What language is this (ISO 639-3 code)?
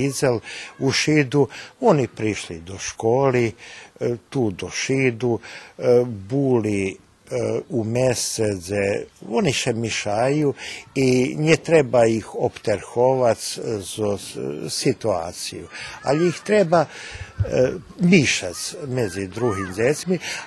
rue